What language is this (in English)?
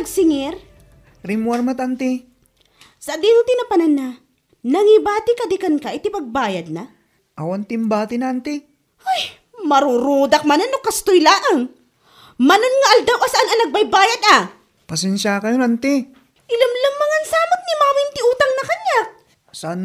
Iloko